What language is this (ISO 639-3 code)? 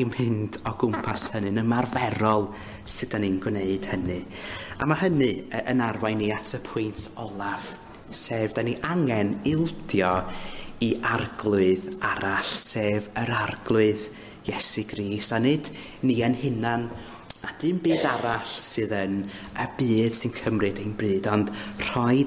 cym